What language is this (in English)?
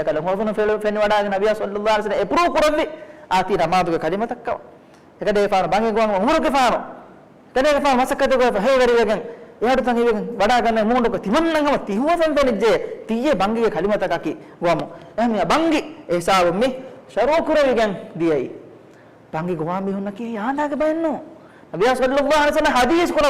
Divehi